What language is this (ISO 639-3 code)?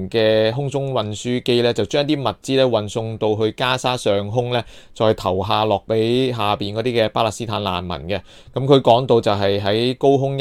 yue